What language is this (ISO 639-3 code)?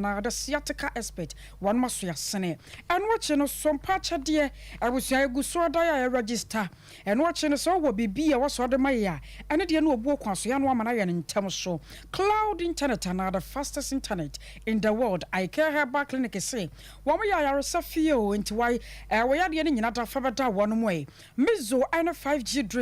aka